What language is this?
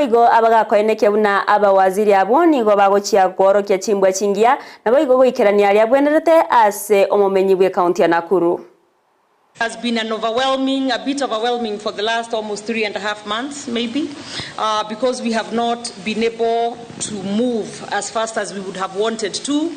Gusii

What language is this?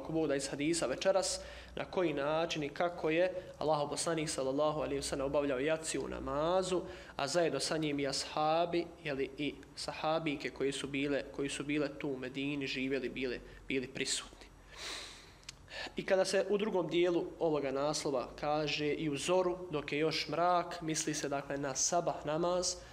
Bosnian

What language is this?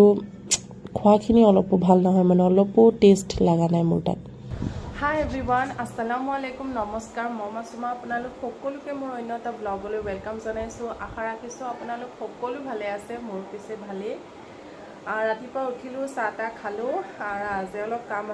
Assamese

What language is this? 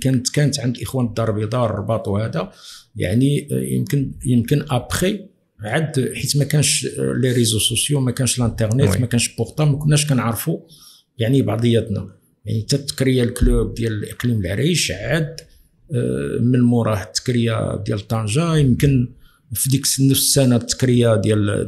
Moroccan Arabic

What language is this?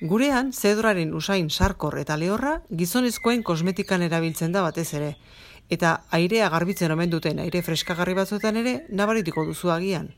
Basque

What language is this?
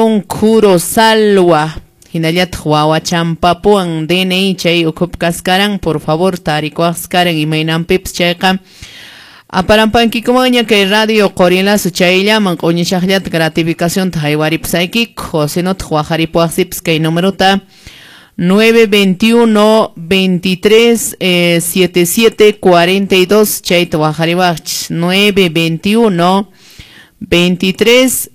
Quechua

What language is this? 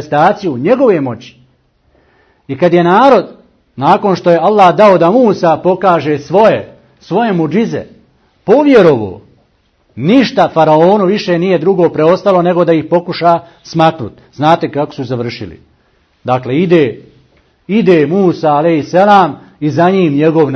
Bosnian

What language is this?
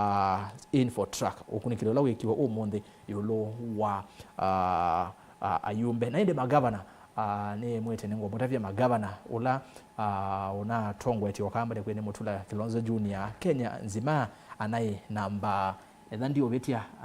Kamba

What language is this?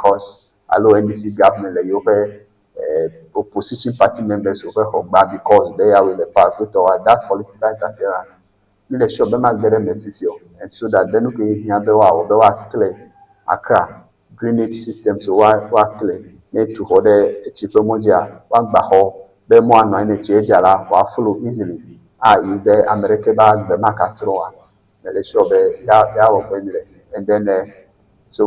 Ewe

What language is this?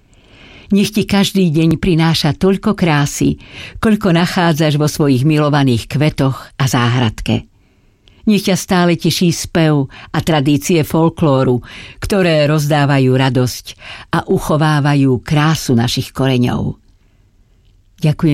Slovak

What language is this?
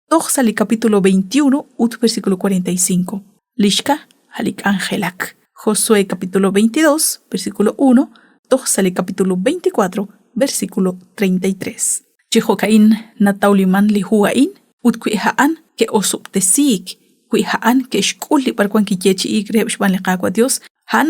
Kekchí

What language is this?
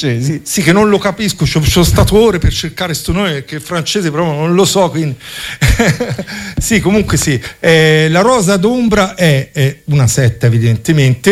Italian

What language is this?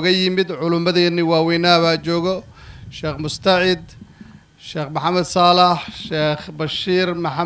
Somali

